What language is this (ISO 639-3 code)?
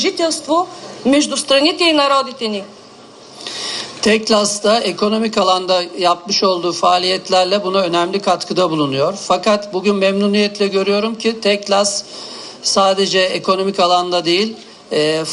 bul